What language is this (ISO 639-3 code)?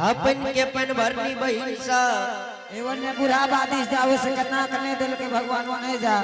anp